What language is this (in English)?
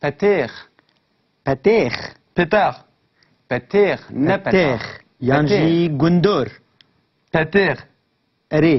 Kurdish